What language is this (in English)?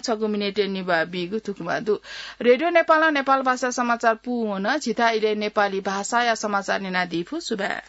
Newari